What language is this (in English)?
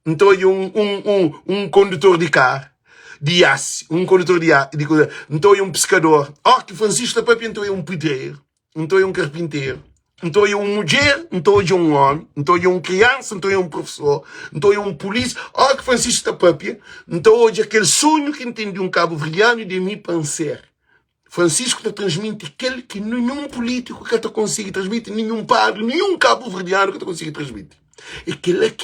Kabuverdianu